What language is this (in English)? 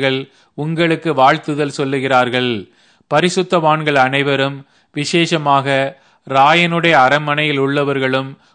Tamil